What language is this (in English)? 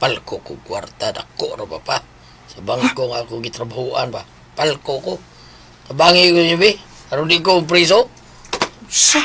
Cebuano